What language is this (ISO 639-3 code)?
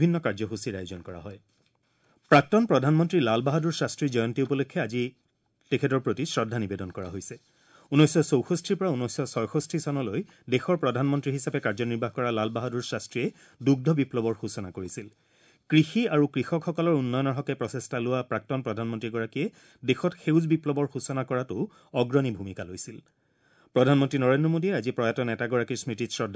asm